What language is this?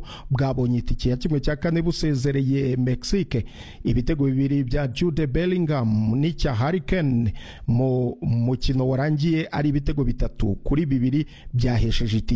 Kinyarwanda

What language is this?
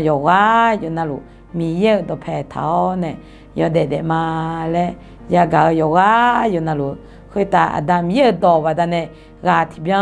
Akha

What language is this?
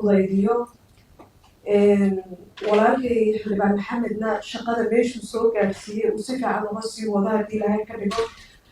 Somali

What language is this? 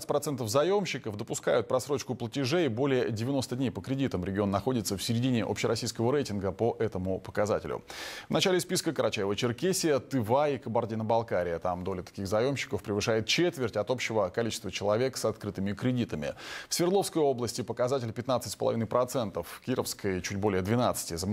Russian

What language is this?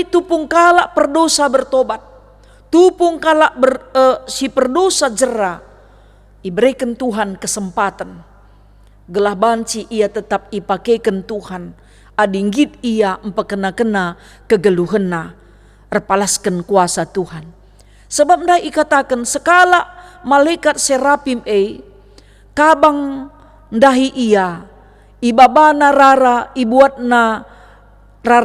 Batak Karo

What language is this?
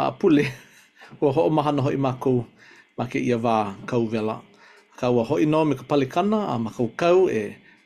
Hawaiian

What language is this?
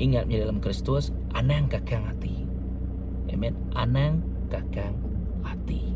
Iban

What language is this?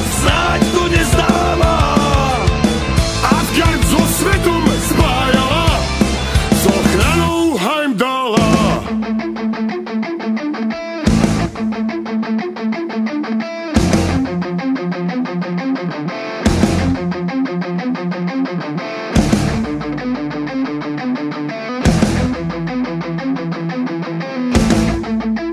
Slovak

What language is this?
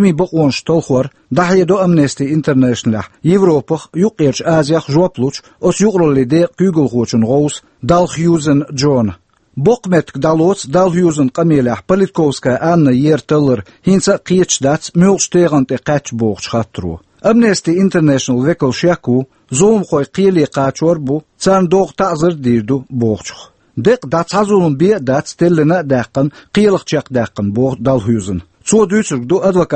Chechen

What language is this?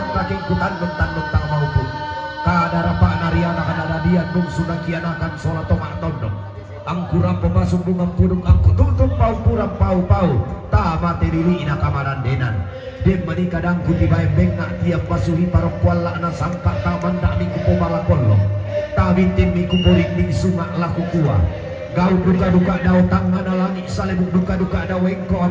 Toraja-Sa'dan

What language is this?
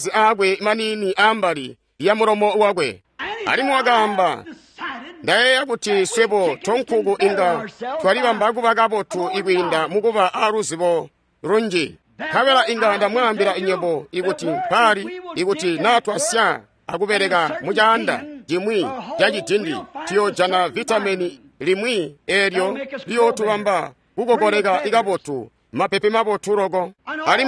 Tonga (Zambia)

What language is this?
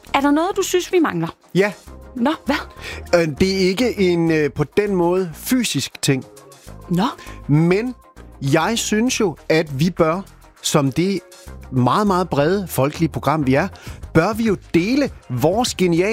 Danish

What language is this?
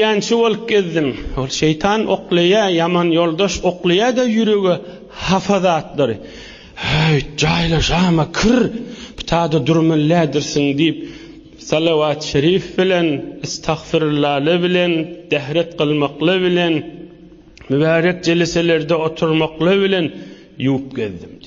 Turkmen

